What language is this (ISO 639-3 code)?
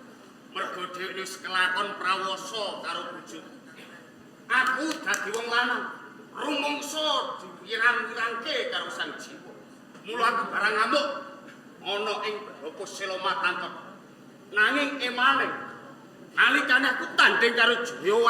jav